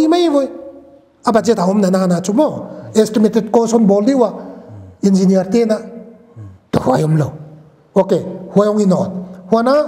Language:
Paite Chin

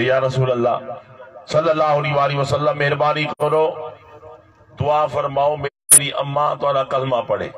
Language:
Saraiki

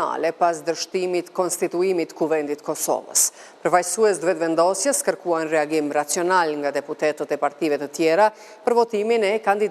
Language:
Albanian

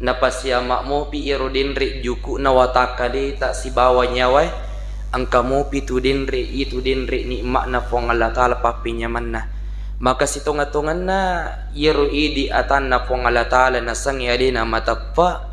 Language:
Buginese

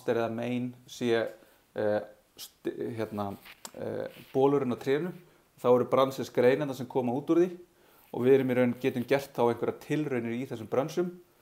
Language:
Icelandic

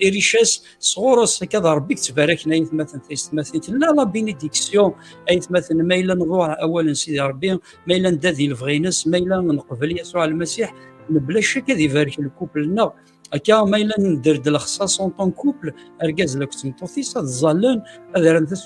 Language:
Kabyle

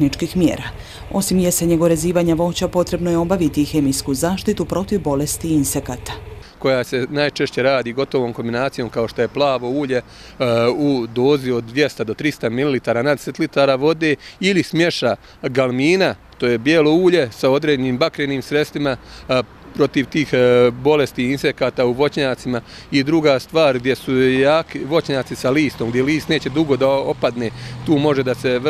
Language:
Bosnian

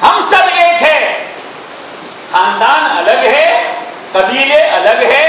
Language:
Urdu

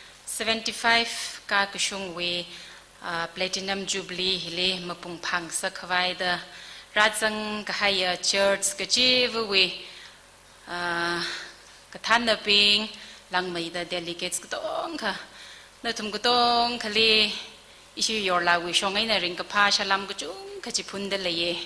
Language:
Tangkhul Naga (India)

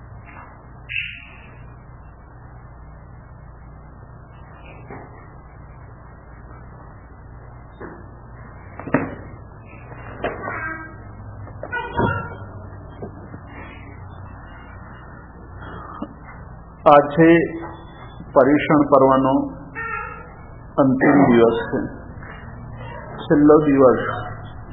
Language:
Gujarati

